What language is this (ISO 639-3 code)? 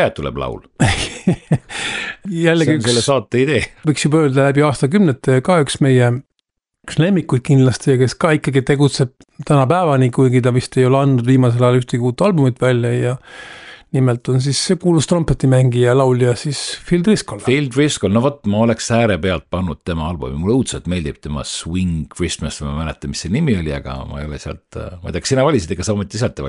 est